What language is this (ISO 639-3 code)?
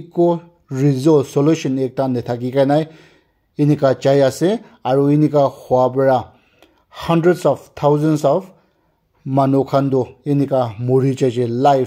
nag